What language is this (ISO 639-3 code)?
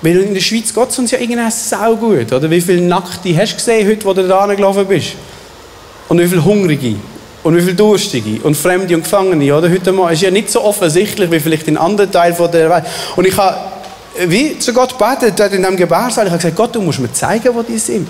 gsw